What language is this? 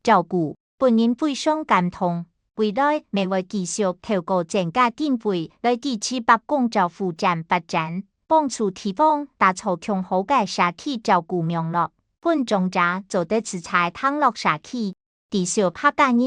Hakka Chinese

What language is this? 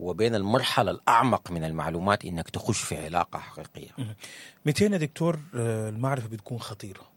Sudanese Arabic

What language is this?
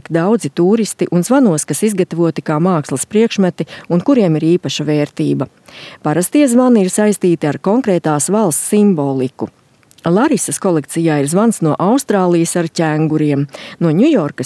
Latvian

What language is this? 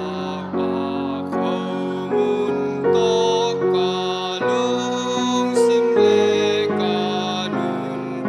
Tedim Chin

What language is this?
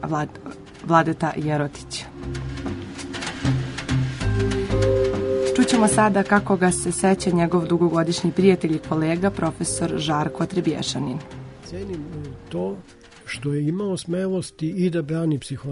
Serbian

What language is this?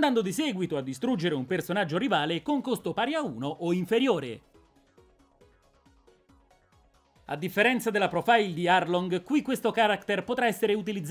Italian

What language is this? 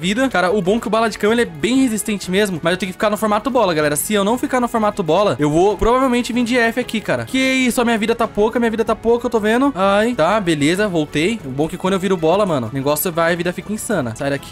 Portuguese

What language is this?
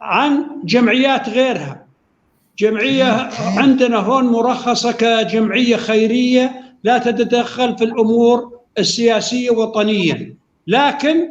North Levantine Arabic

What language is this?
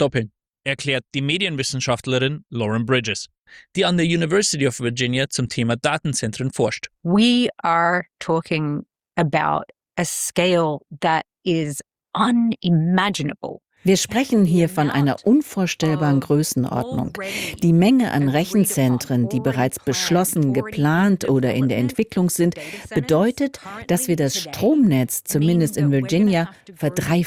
German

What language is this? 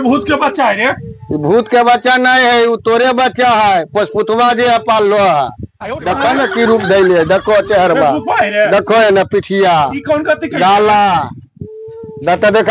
Magahi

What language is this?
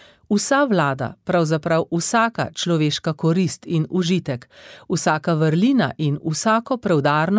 Slovenian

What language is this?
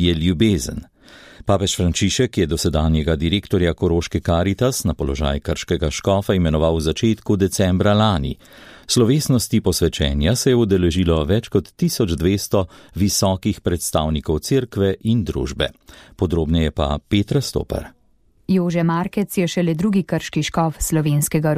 Slovenian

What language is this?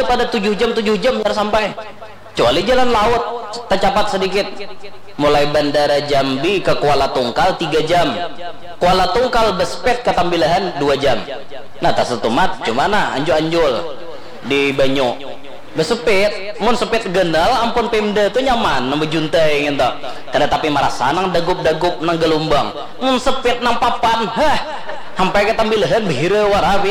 Banjar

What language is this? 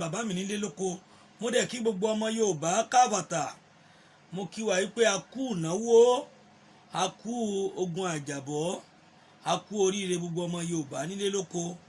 Yoruba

